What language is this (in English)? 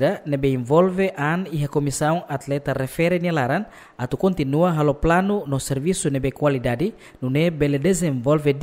Tetum